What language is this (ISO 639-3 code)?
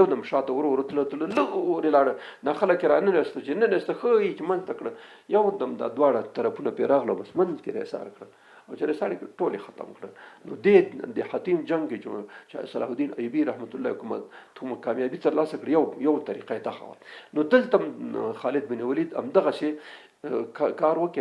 pus